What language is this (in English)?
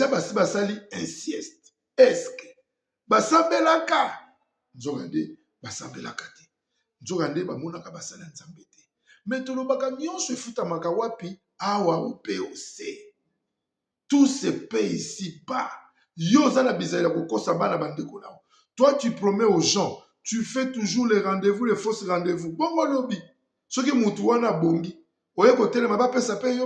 Lingala